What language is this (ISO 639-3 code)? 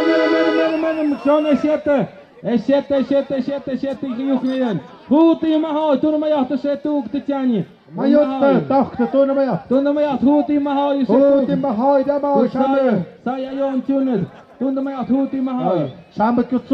mxp